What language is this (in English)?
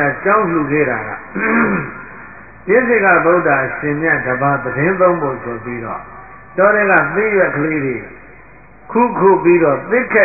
Burmese